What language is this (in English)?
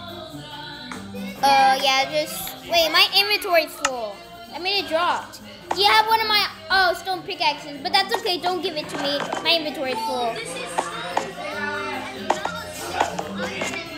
English